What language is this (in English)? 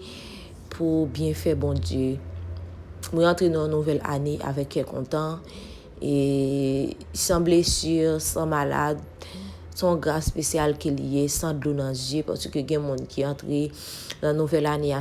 Haitian Creole